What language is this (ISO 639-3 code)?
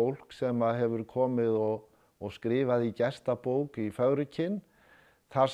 isl